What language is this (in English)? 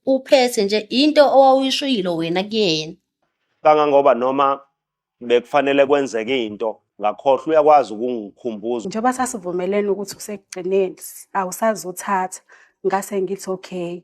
Zulu